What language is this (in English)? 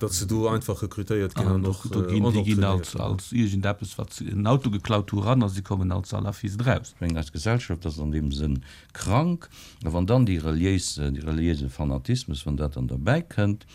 Luxembourgish